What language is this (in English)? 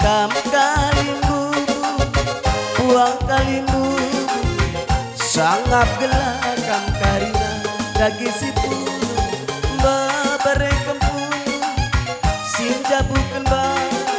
Batak Karo